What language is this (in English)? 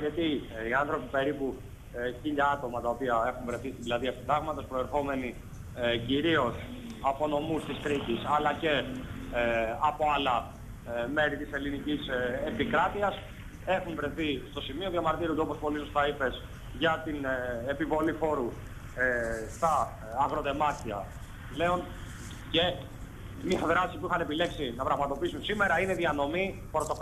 Greek